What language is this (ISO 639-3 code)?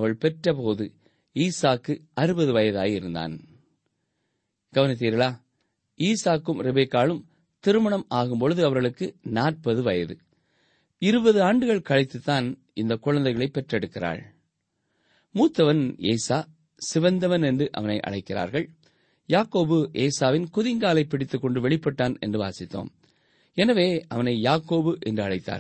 tam